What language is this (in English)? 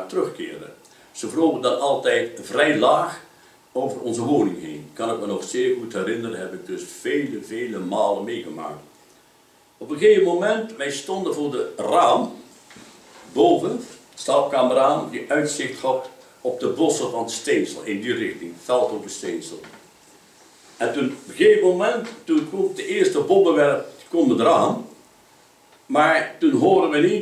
Dutch